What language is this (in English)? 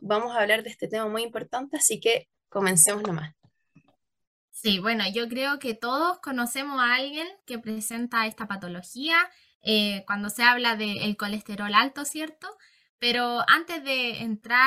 Spanish